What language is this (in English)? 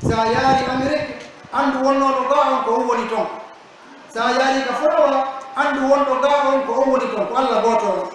Pular